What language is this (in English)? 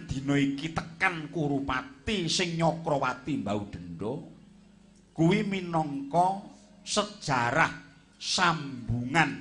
Javanese